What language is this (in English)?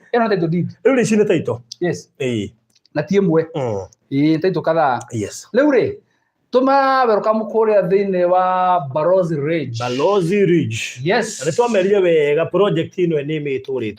Kikuyu